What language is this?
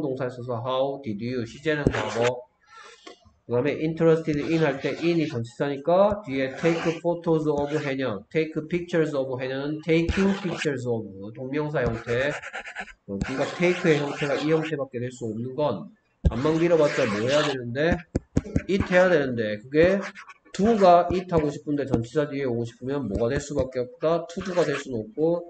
Korean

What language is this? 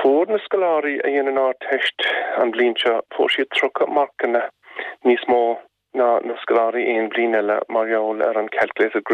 Irish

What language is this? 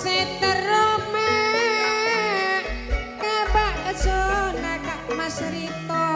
Madurese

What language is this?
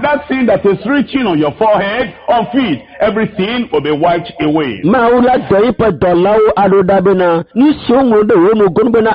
Ewe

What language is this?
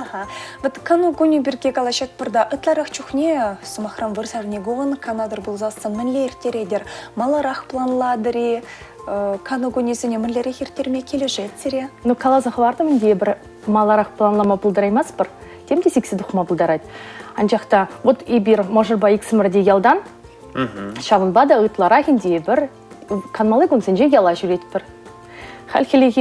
Chuvash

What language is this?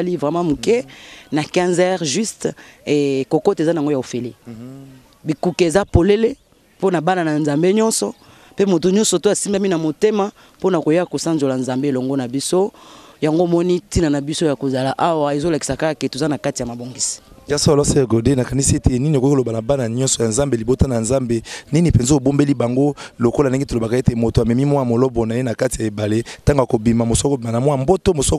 Lingala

